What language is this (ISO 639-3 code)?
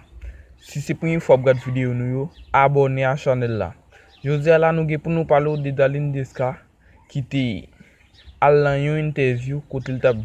hat